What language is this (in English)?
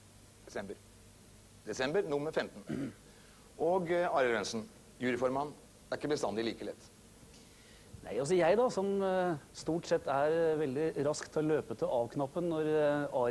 Norwegian